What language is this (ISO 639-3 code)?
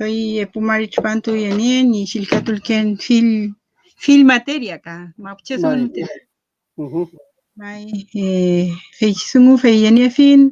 arn